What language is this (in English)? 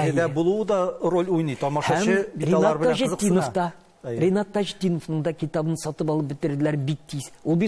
Tatar